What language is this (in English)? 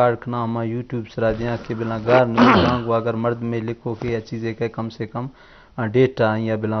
Eastern Balochi